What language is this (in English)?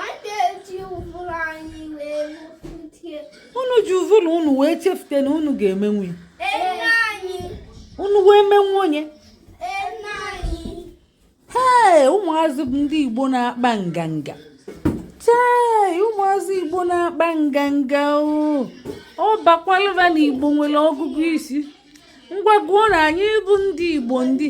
Igbo